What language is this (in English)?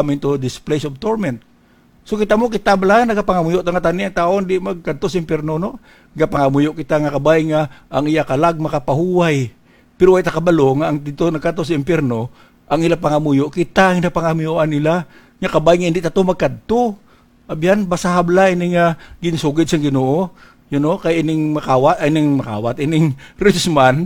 Hiligaynon